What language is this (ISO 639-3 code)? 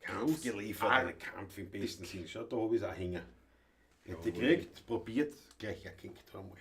bar